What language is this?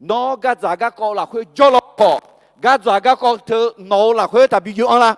Akha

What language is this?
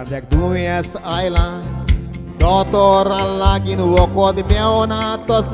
Konkani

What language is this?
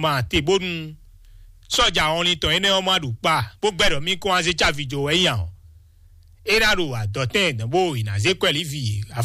Fon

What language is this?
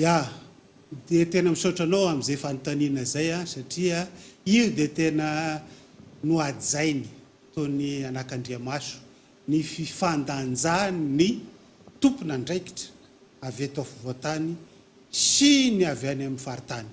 Malagasy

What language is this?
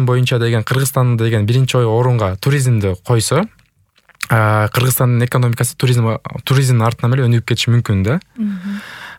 Kyrgyz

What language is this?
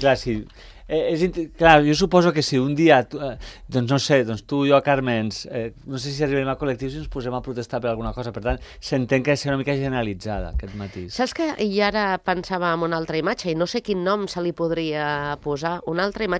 Catalan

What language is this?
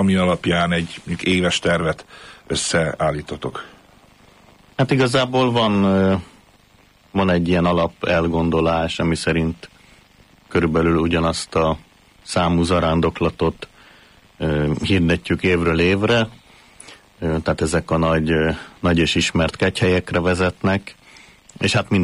Hungarian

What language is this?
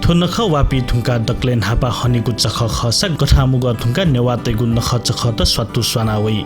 Newari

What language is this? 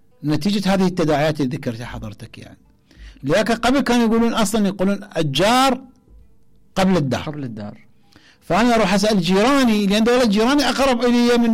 Mesopotamian Arabic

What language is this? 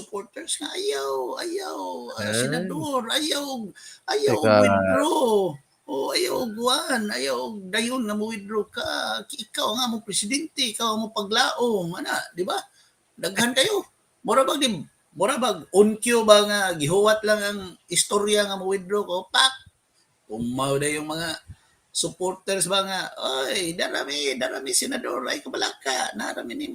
Cebuano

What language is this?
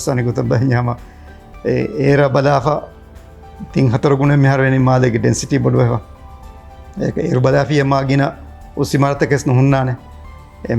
Divehi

